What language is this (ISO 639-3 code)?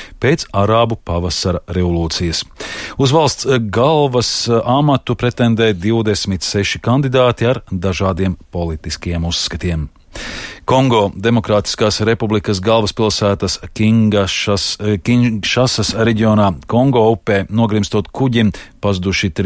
lav